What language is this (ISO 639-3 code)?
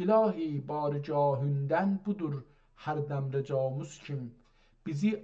azb